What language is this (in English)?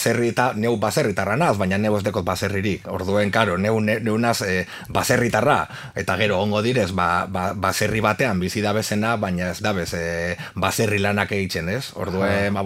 Basque